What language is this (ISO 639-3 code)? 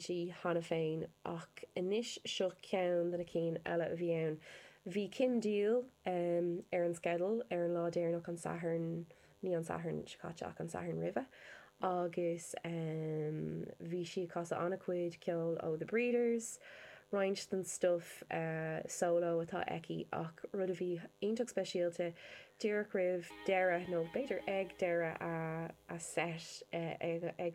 gle